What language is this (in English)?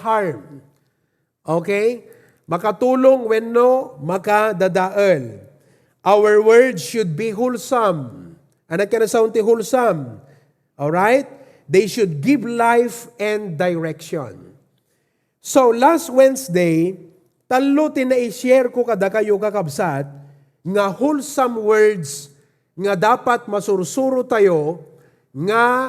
Iloko